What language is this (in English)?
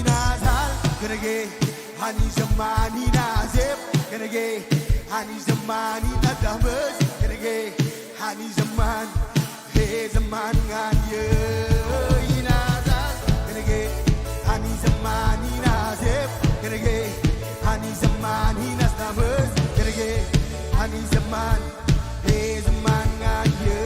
Marshallese